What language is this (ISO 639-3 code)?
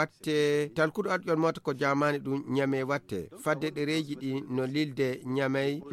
fuv